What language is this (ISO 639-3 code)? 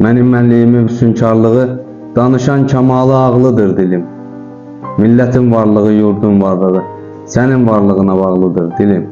aze